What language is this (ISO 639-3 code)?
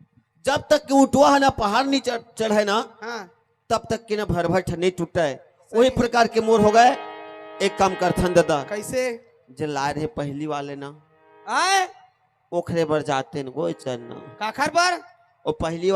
hne